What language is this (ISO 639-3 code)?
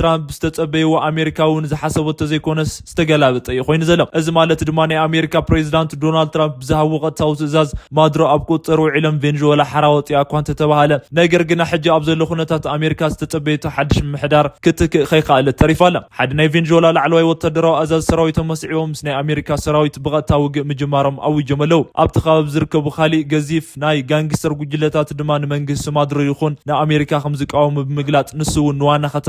tir